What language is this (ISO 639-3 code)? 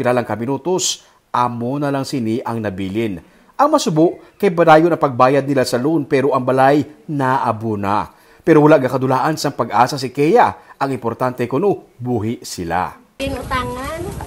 hil